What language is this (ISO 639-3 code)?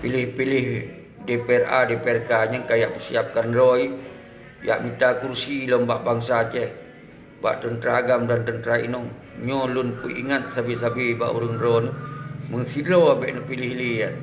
ace